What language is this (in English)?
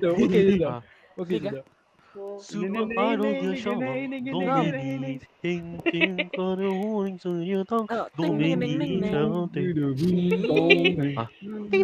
Malay